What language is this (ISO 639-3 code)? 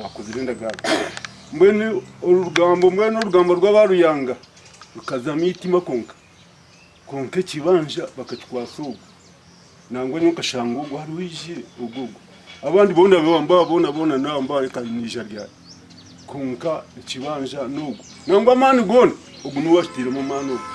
nyn